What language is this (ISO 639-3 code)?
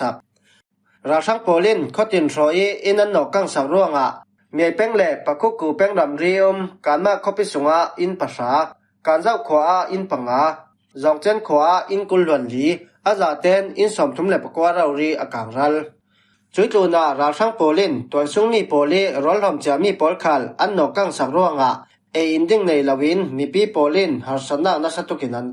cfm